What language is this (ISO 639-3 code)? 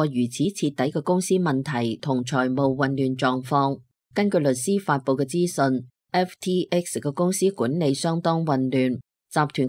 yue